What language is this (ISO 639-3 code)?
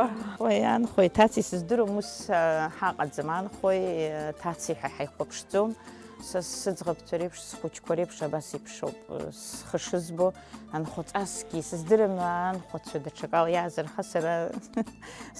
abk